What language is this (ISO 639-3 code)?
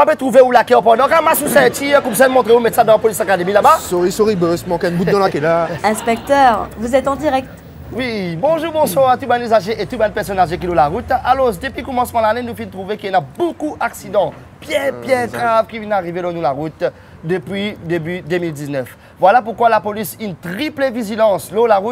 mfe